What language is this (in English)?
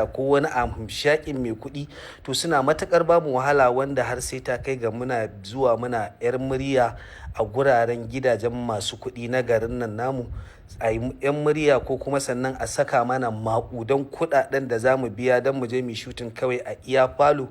Hausa